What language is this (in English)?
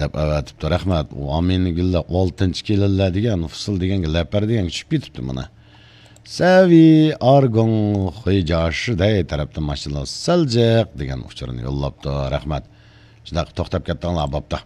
Uyghur